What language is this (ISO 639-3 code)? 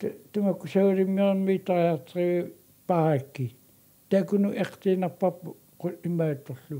kal